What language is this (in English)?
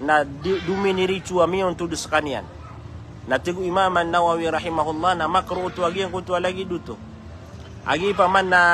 Maranao